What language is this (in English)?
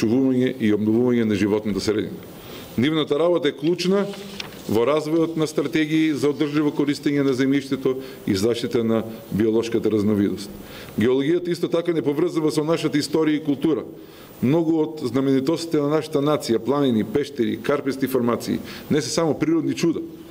Macedonian